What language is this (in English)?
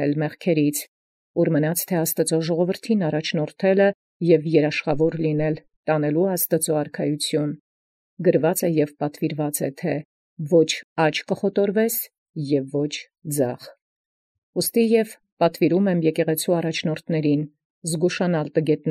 Armenian